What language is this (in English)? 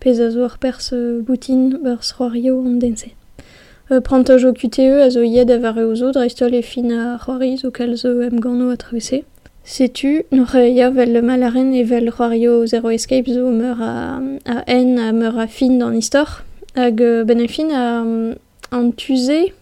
Breton